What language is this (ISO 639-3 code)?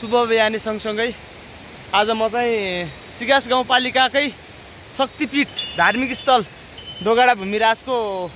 nep